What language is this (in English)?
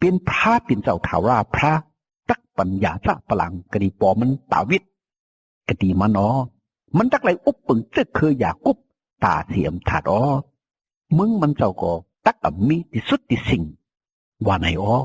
Shan